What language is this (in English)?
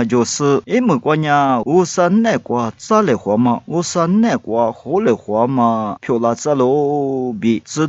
Lisu